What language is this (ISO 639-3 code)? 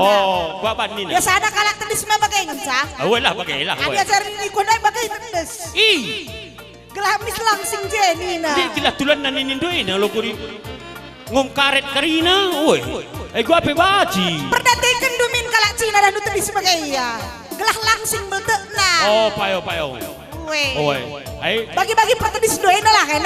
btx